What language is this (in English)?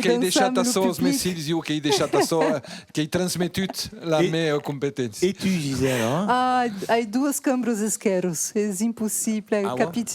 Occitan